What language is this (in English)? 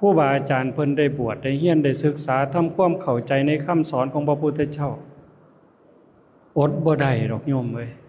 Lao